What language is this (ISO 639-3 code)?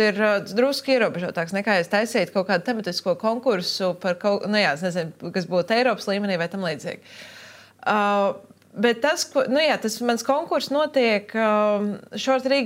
lav